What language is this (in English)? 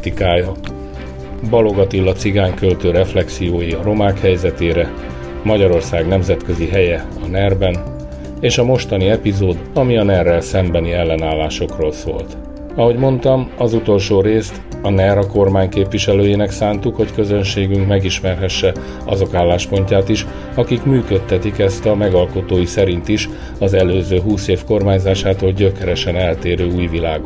Hungarian